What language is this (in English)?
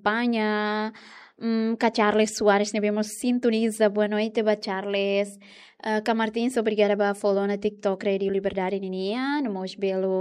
Tetum